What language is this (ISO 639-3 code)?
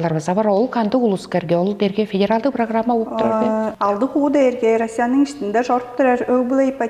tyv